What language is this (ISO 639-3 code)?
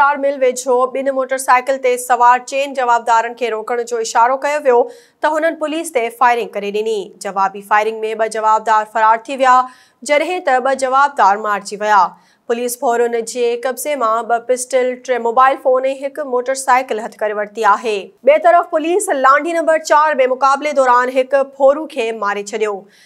snd